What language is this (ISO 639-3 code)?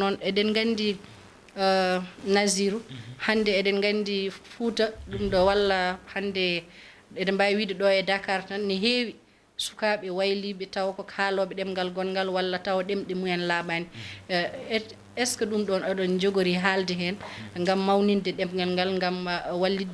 ful